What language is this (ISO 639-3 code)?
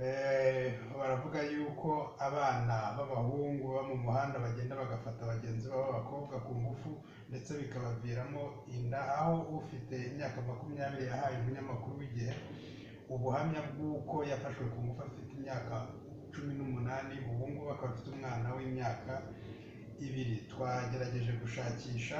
kin